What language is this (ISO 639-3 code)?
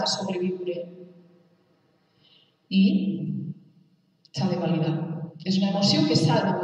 cat